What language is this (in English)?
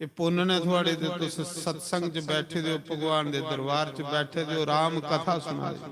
Dogri